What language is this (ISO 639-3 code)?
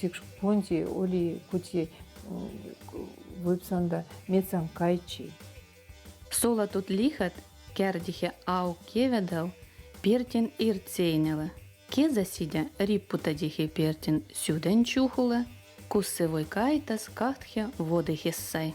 vep